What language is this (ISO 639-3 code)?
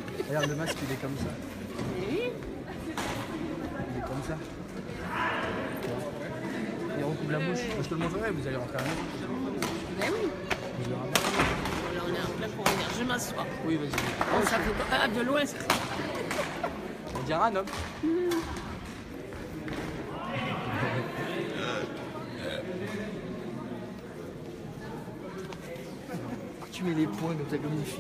fra